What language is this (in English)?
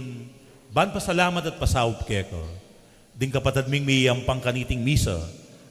Pampanga